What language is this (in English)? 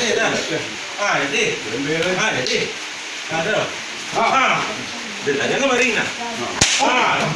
Minangkabau